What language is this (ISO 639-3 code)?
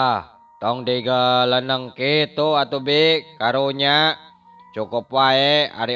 sun